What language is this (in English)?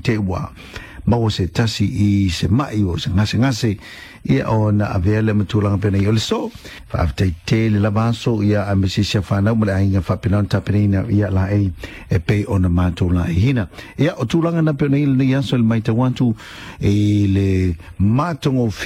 Samoan